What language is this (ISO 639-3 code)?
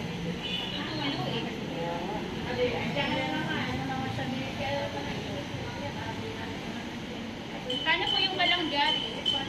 fil